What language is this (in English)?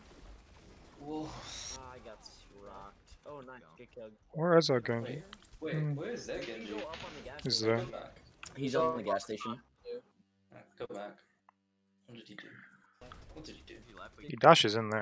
English